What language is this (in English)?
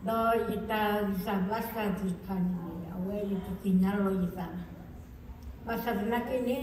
S'gaw Karen